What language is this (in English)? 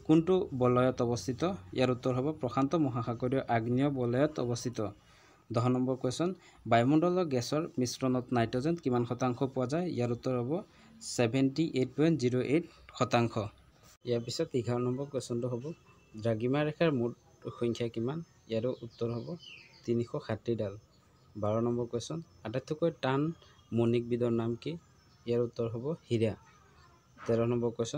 Assamese